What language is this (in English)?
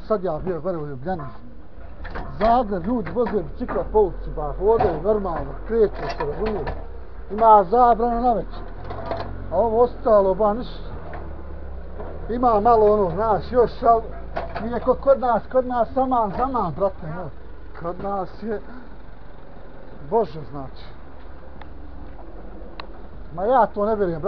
Bosnian